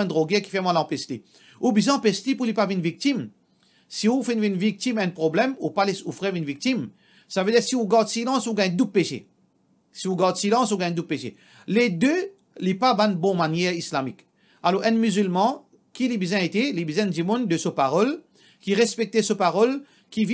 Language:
Morisyen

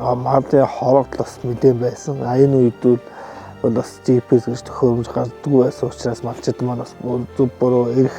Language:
Mongolian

